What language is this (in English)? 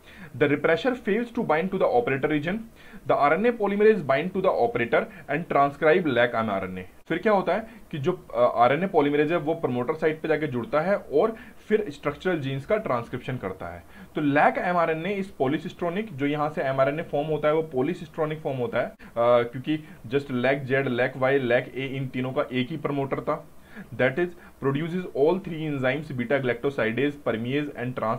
Hindi